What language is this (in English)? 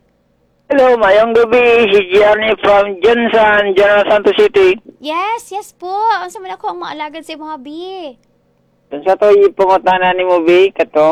Cebuano